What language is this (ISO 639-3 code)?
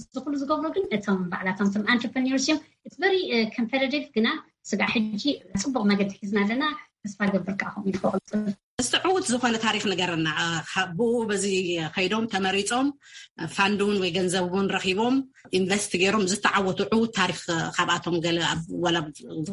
tir